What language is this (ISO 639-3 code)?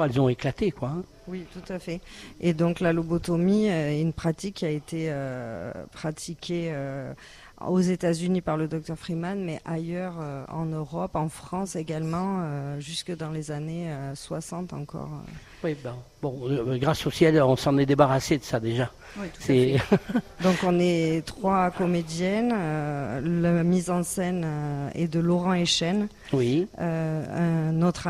fra